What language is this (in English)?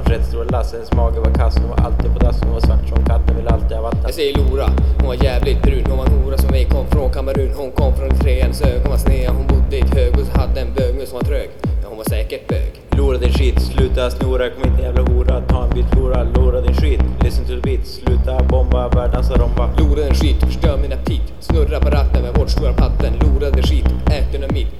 Swedish